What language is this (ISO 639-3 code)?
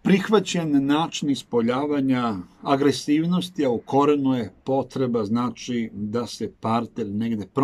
srp